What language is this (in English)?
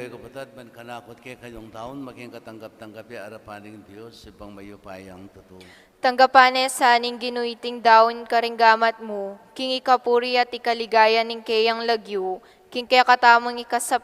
Pampanga